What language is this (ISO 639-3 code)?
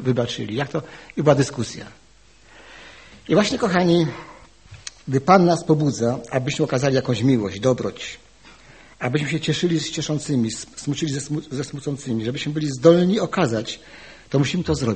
pol